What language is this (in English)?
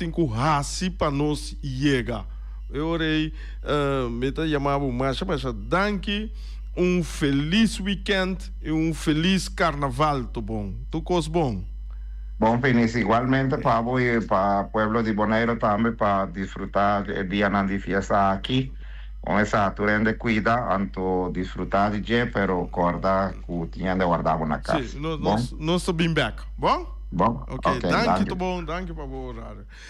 Papiamento